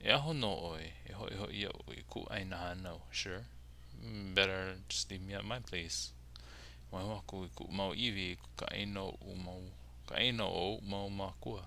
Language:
Hawaiian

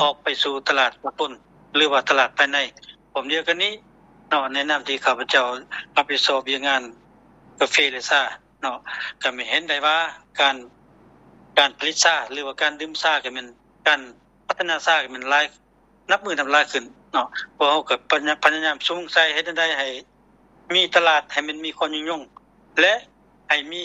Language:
Lao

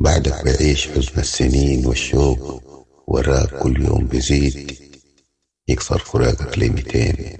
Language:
Sudanese Arabic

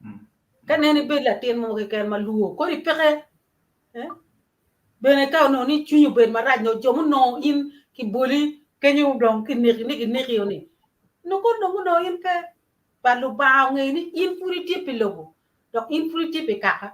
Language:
Acoli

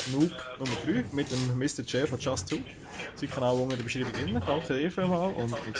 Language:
Swiss German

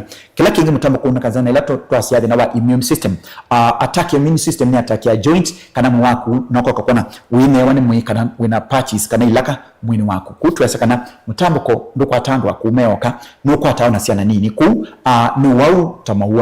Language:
Kamba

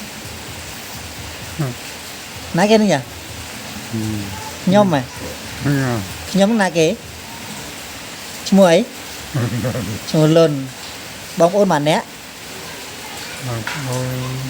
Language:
Khmer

